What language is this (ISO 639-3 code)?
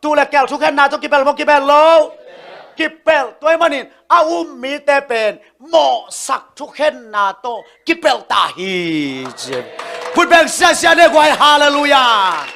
ctd